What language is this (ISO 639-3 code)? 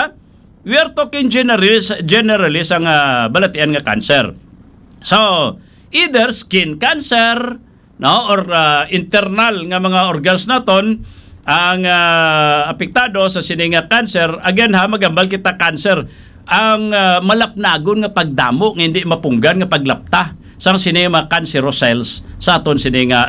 hil